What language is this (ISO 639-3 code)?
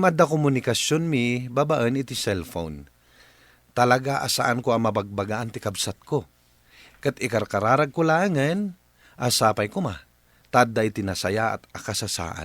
ilo